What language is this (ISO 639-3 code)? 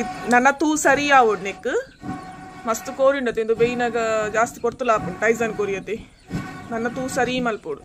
tcy